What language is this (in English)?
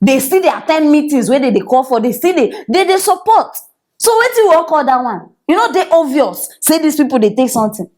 Nigerian Pidgin